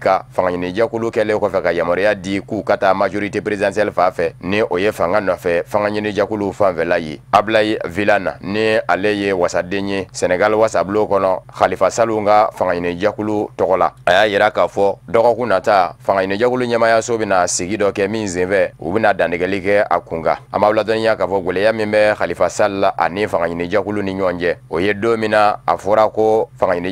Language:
Bambara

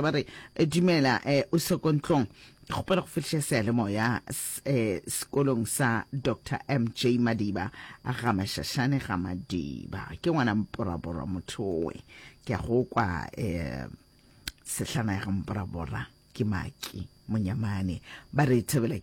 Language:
Northern Sotho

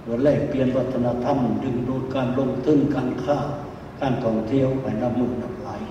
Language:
Lao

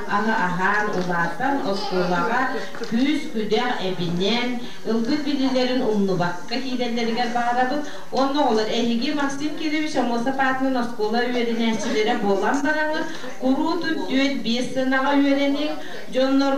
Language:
Yakut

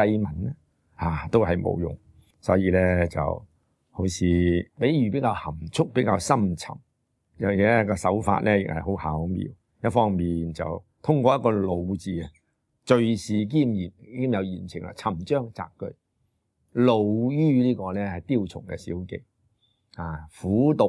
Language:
Cantonese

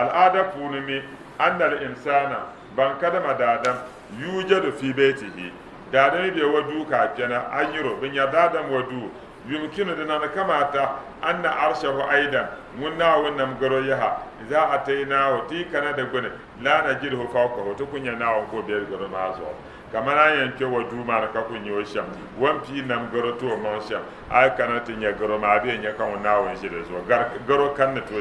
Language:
Dagbani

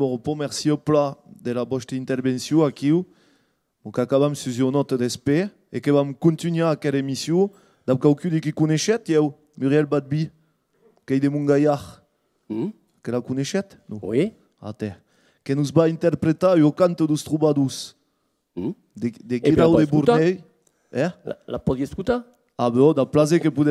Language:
Occitan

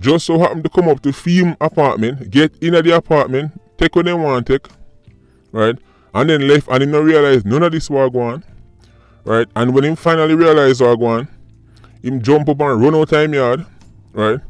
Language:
Jamaican Creole English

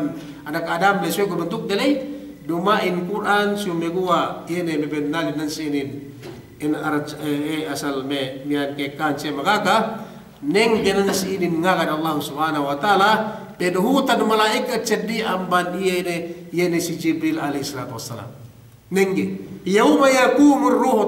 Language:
Yakan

